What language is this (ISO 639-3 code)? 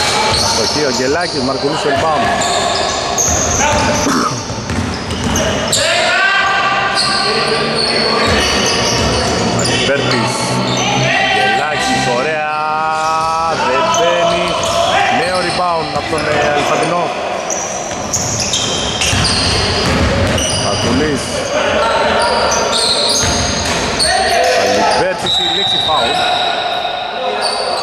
ell